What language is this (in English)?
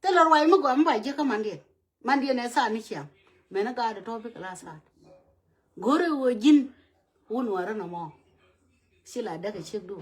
Nuer